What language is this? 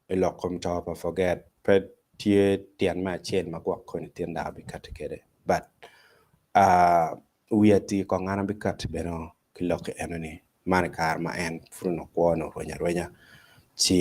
Acoli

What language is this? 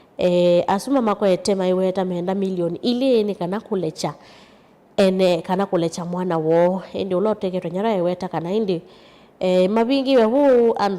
Kamba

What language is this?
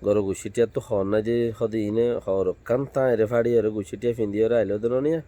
Rohingya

